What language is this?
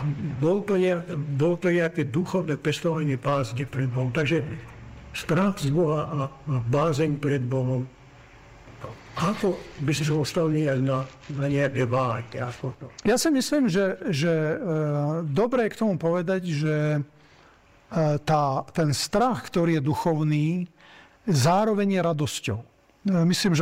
Slovak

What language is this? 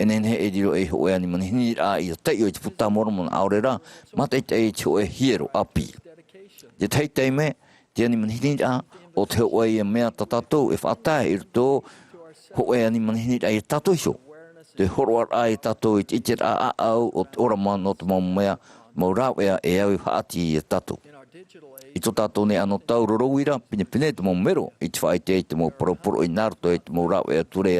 Tahitian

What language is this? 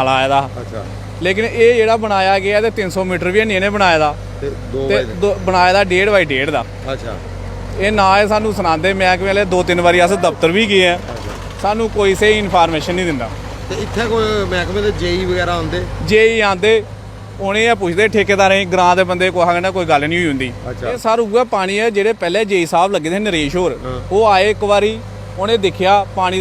Dogri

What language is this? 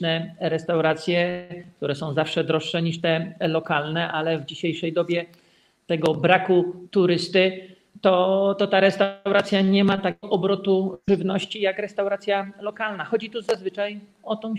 Polish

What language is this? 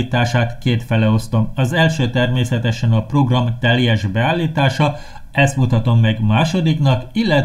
Hungarian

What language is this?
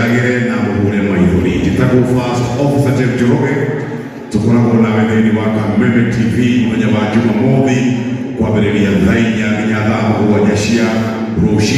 Kikuyu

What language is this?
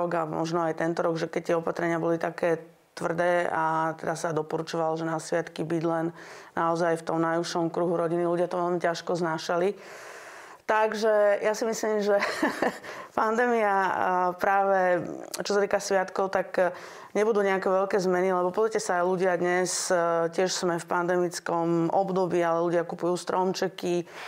Slovak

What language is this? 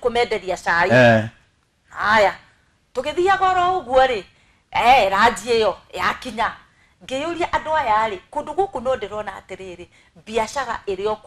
Kikuyu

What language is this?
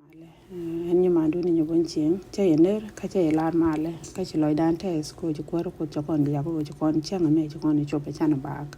Nuer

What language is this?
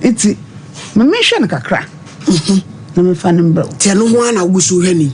Akan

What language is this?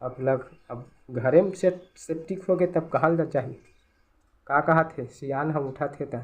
Chhattisgarhi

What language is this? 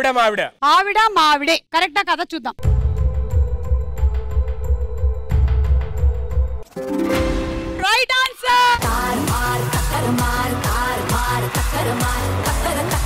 Telugu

